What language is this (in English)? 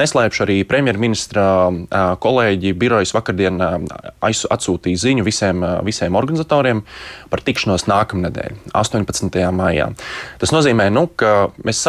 Latvian